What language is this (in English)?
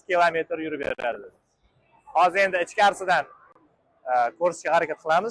Uzbek